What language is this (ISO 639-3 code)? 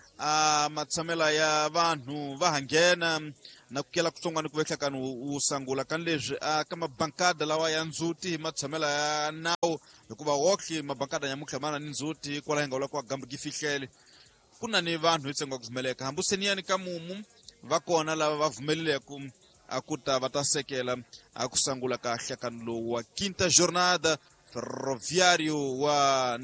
tso